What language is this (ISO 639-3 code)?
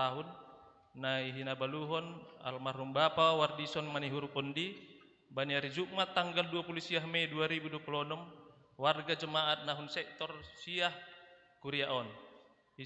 bts